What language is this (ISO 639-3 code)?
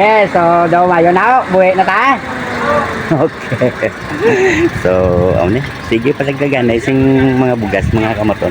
hil